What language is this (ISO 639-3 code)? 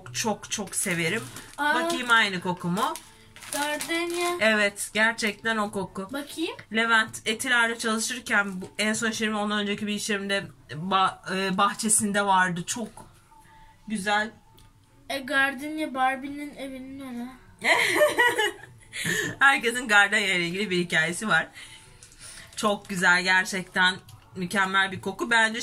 tur